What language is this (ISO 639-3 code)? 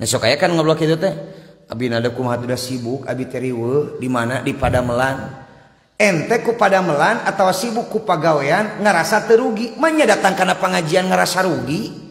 sun